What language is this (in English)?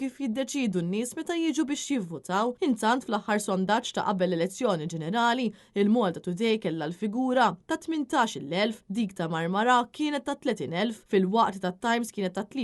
Maltese